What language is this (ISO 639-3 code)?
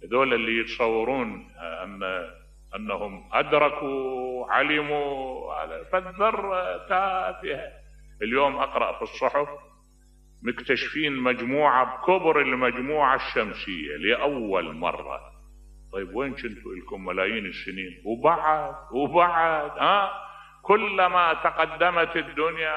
acm